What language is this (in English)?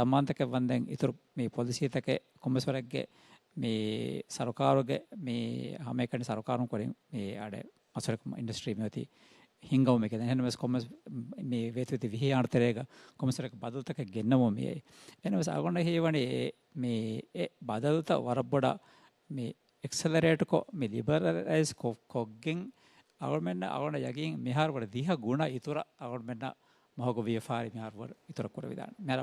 Divehi